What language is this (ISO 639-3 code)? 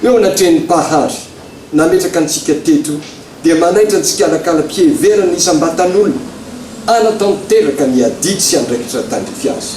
mlg